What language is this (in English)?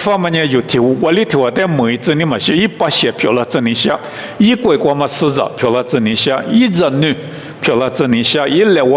Lisu